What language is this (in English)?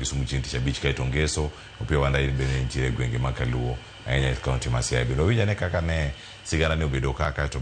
Luo (Kenya and Tanzania)